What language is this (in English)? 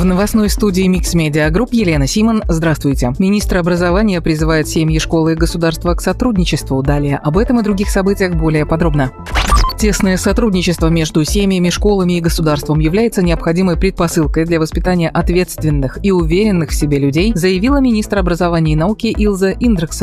Russian